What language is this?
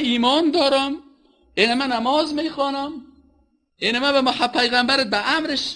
Persian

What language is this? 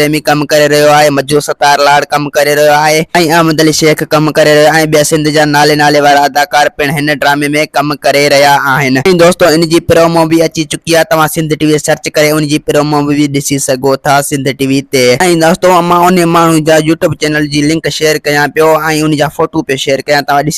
Sindhi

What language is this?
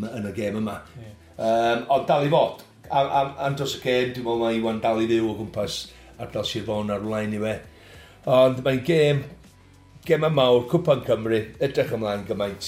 Welsh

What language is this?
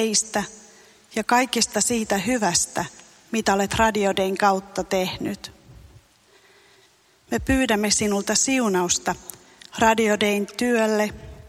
Finnish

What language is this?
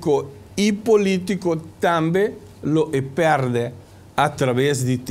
Papiamento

